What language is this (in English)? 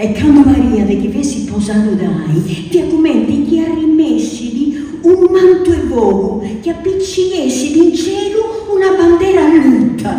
Sardinian